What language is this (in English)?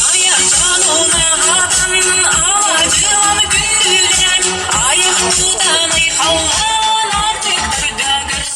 Yakut